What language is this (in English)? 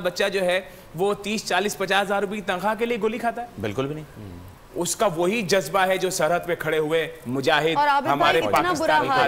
Urdu